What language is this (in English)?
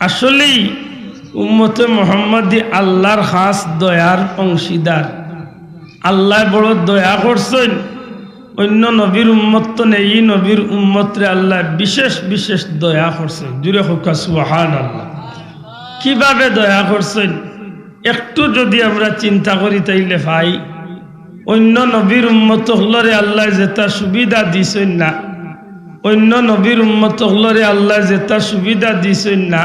Sylheti